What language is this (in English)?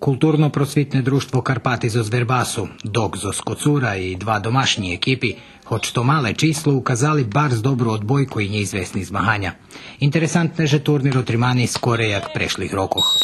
Rusyn